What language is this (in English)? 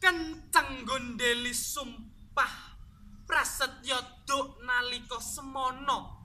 Javanese